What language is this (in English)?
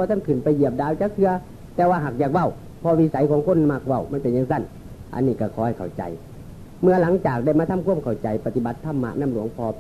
Northeastern Thai